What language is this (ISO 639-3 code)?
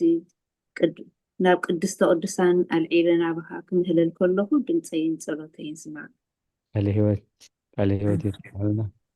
tir